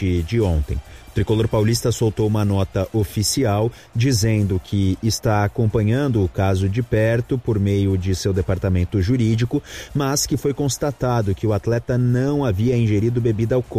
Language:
Portuguese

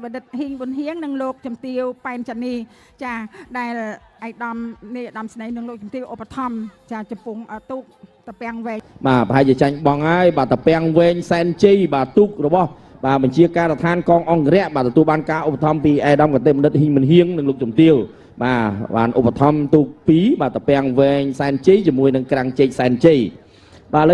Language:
Khmer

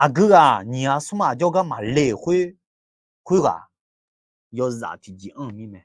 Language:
Akha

